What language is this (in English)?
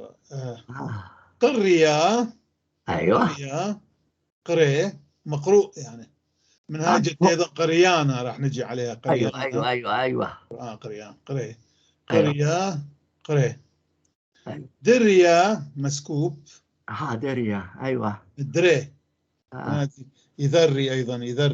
North Levantine Arabic